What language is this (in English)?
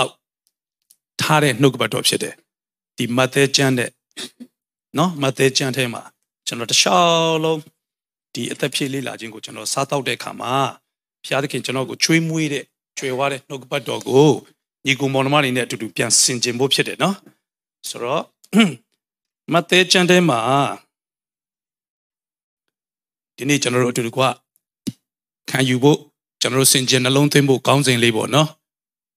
Burmese